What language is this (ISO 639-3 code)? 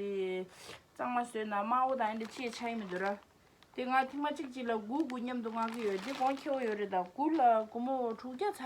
bod